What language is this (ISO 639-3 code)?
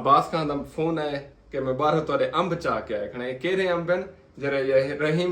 skr